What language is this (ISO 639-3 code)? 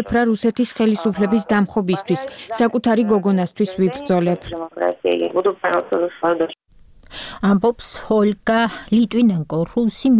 kat